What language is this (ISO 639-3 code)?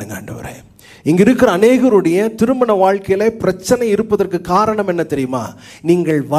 tam